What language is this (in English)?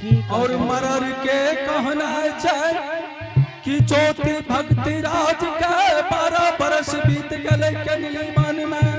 Angika